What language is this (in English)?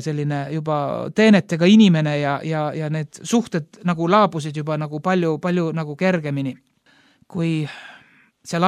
Estonian